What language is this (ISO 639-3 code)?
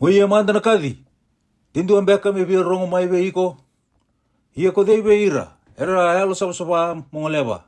fij